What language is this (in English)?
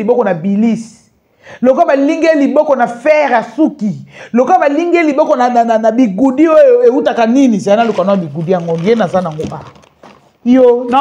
Lingala